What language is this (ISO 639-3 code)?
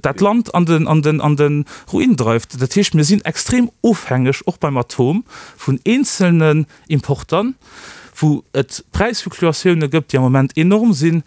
ltz